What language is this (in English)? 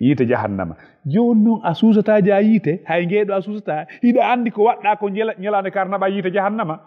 Fula